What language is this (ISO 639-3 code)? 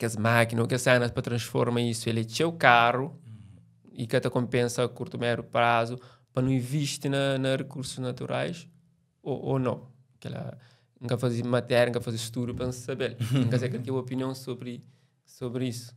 kea